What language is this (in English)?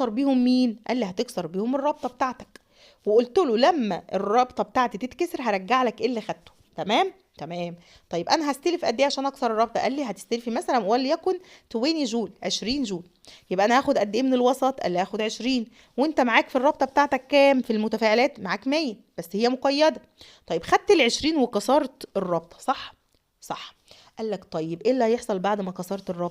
Egyptian Arabic